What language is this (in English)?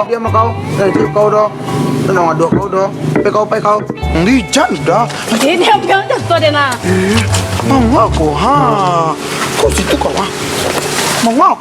Minangkabau